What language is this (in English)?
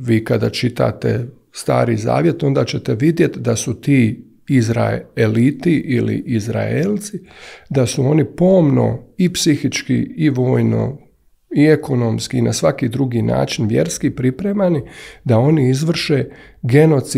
Croatian